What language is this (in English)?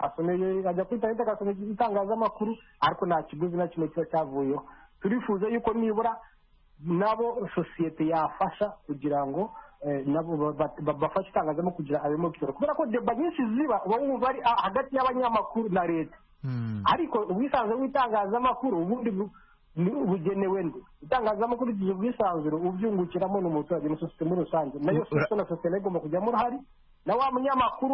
Kinyarwanda